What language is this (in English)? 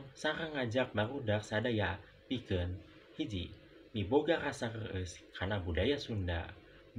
Sundanese